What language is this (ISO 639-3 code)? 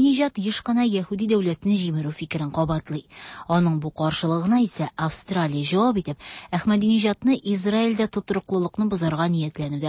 tat